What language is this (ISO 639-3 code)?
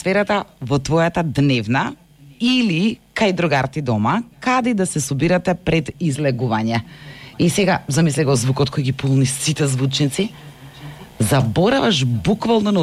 mkd